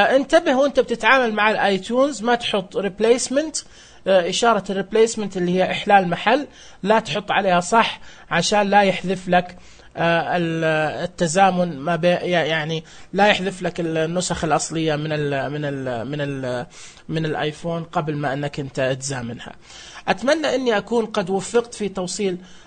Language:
Najdi Arabic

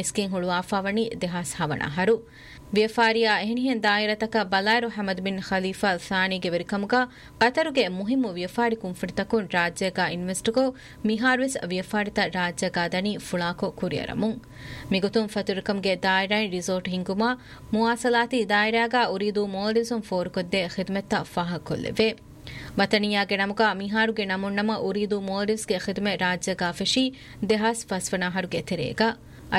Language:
Divehi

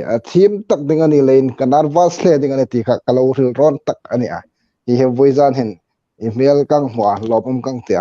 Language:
Hmar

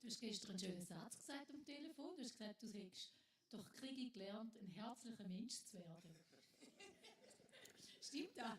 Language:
Swiss German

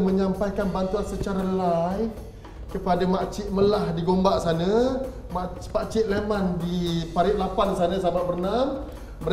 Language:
Malay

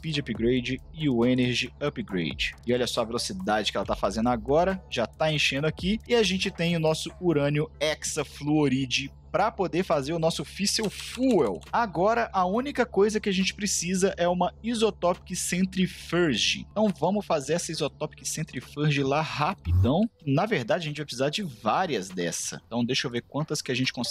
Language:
Portuguese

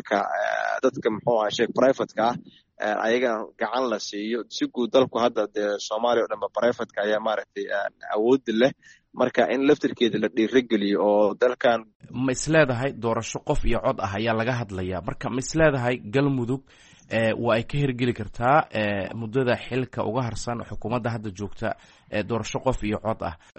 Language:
Somali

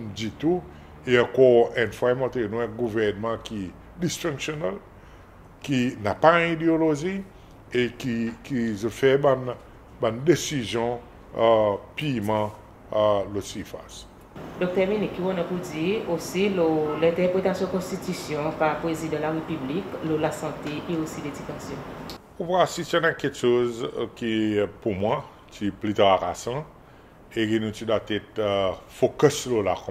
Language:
Seselwa Creole French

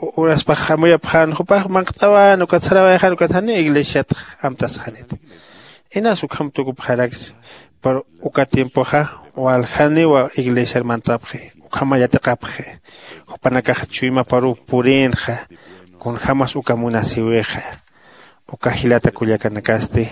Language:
Aymara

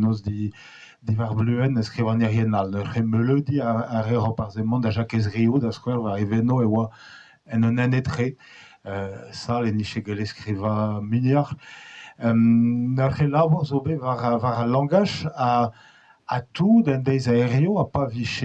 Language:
Breton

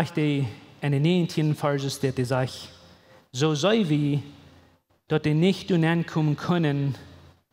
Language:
Plautdietsch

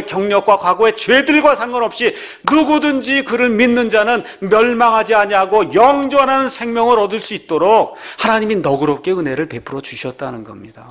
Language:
Korean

